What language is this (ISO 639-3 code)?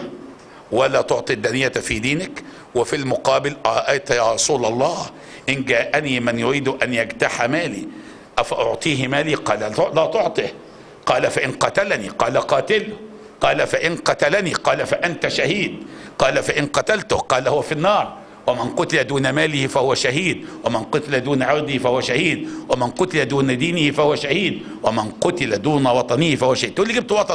ara